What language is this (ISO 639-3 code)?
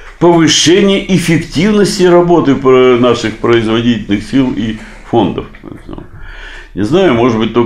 rus